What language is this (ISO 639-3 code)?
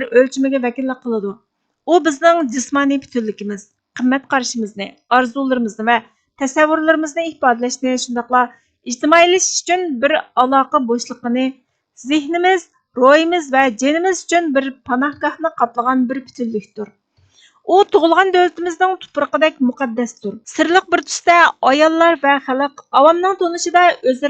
uig